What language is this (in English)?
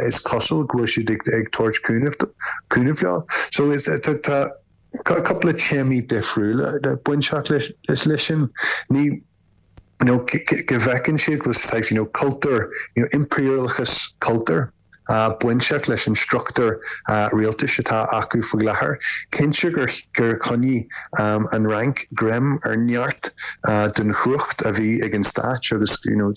Irish